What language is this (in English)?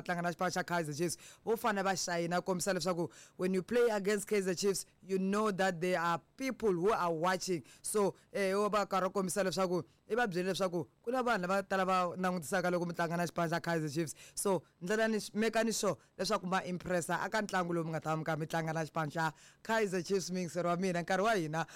Tsonga